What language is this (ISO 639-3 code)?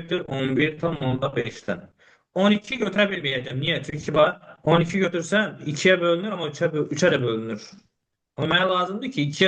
aze